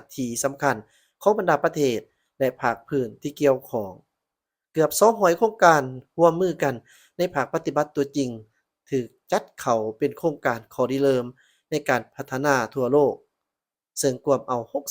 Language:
Lao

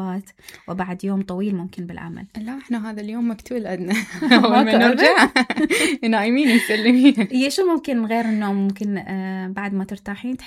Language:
Mesopotamian Arabic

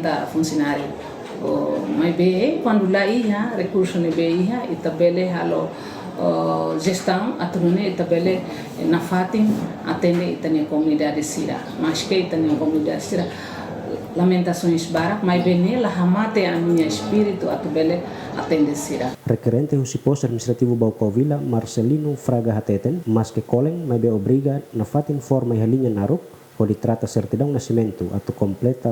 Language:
Tetum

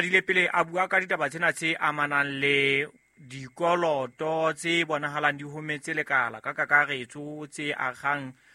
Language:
Southern Sotho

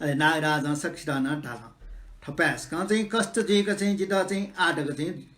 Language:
Newari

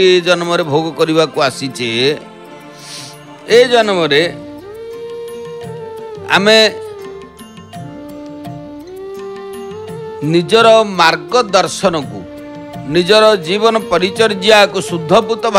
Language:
Odia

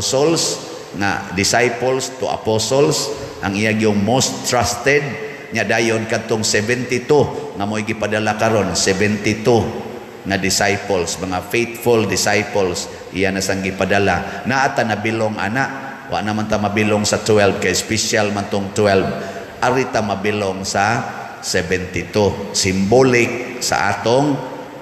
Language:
Cebuano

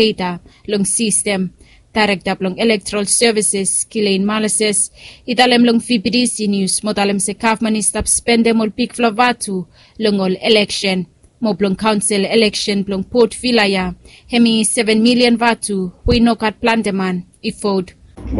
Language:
Bislama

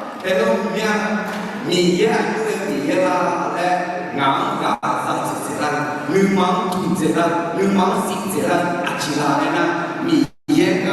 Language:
Akha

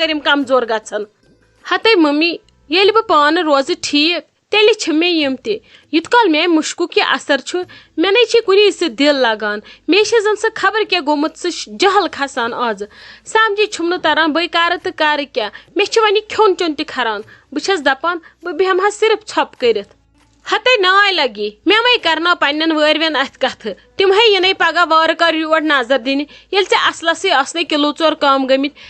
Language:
Kashmiri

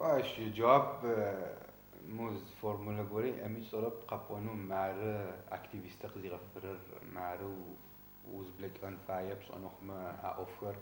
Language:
Adyghe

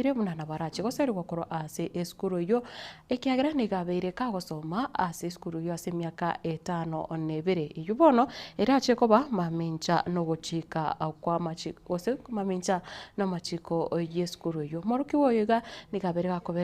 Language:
Gusii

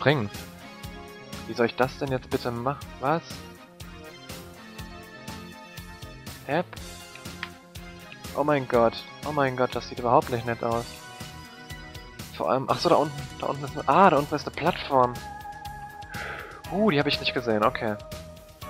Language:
German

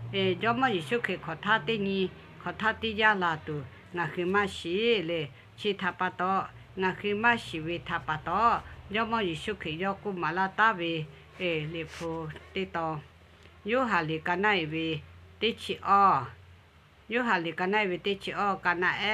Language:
Lahu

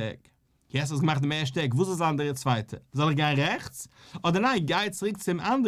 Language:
Yiddish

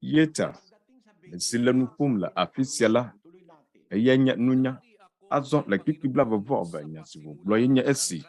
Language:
Ewe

